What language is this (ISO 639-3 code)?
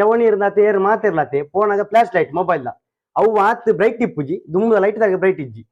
tcy